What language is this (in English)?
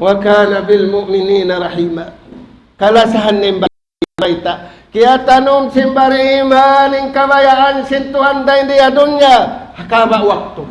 Tausug